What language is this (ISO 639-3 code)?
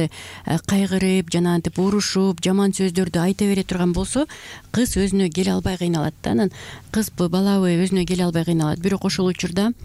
kir